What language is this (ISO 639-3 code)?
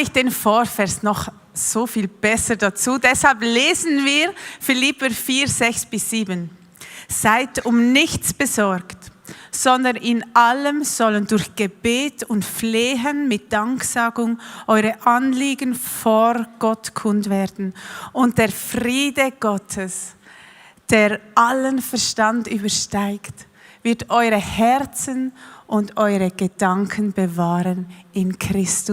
gsw